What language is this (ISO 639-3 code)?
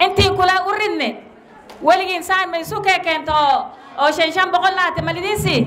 som